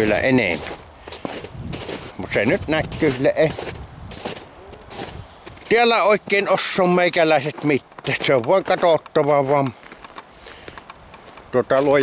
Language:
Finnish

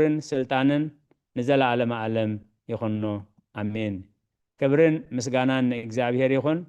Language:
Tigrinya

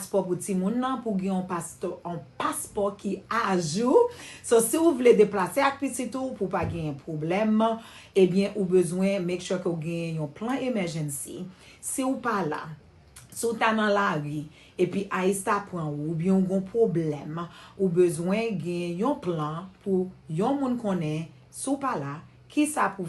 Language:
Haitian Creole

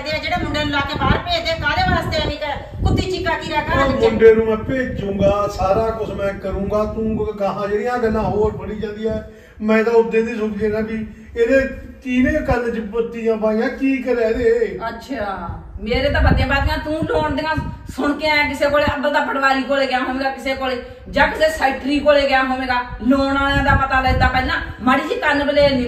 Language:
Punjabi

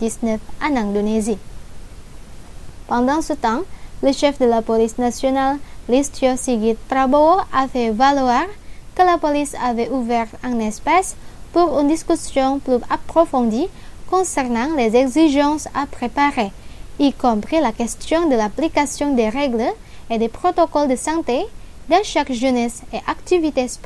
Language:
French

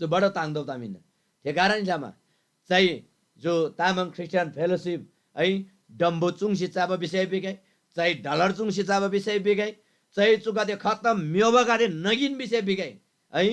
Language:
Eastern Tamang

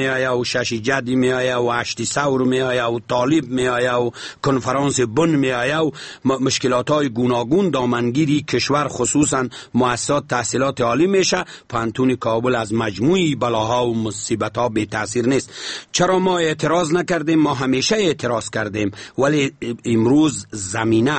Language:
Persian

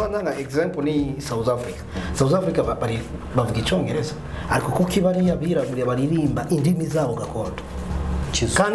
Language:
Kinyarwanda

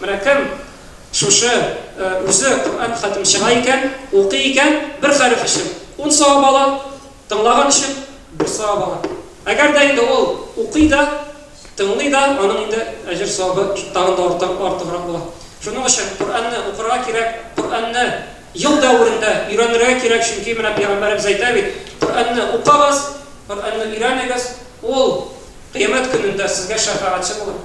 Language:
Tatar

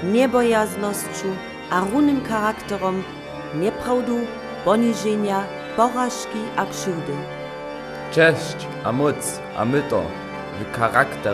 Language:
Upper Sorbian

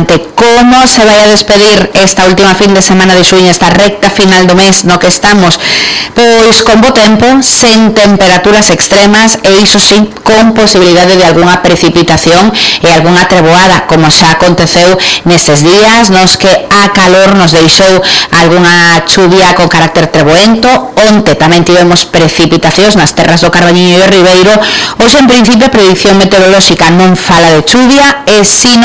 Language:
Galician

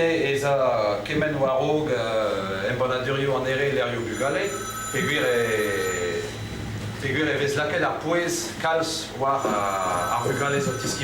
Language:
Breton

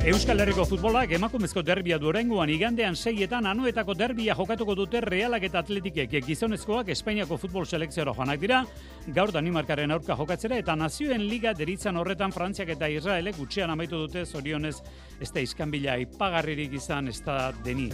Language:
Basque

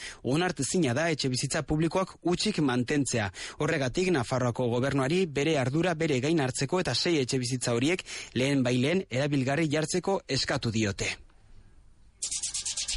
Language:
Basque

